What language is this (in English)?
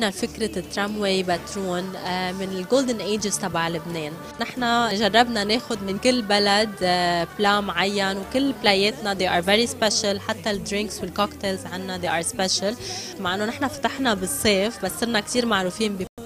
North Levantine Arabic